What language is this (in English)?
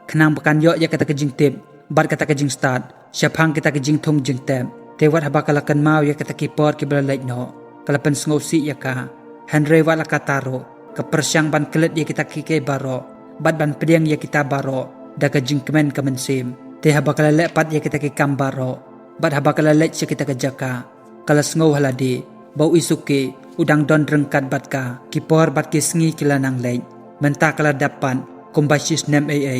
Khasi